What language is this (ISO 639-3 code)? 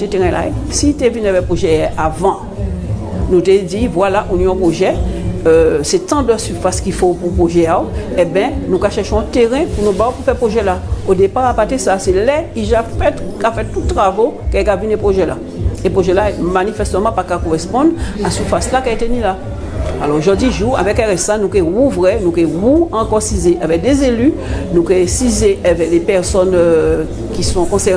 gcf